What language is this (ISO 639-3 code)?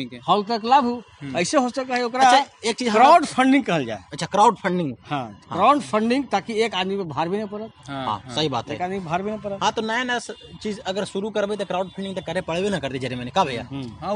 mag